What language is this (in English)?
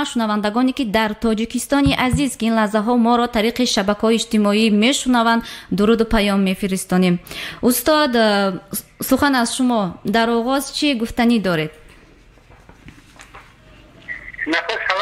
Tajik